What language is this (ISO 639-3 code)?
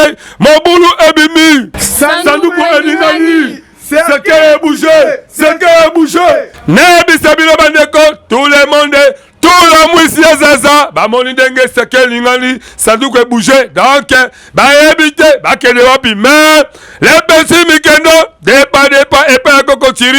lin